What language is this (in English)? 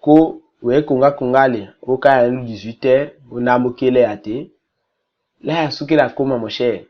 Tetela